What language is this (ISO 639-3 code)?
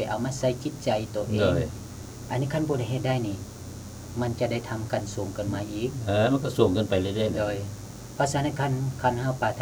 lao